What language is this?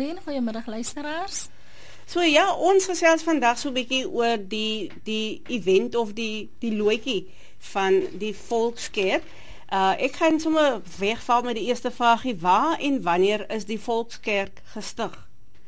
Afrikaans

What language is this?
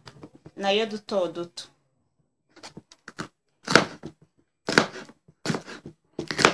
Kinyarwanda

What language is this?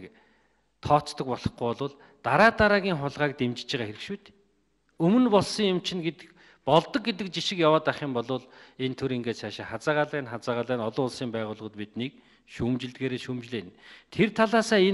Mongolian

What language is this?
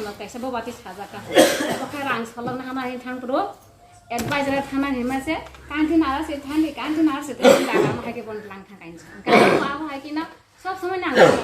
Kok Borok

